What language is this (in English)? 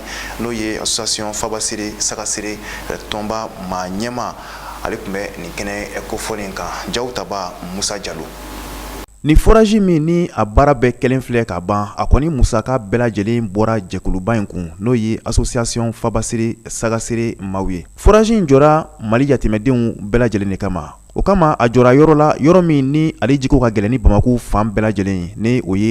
Bambara